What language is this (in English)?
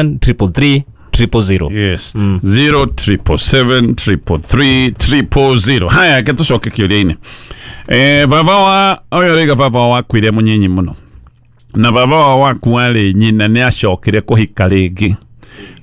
Kikuyu